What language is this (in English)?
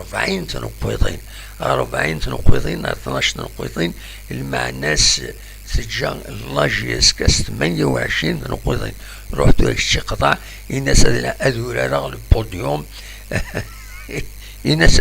Kabyle